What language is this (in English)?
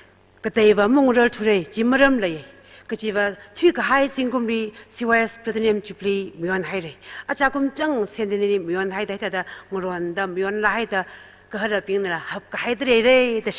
Tangkhul Naga (India)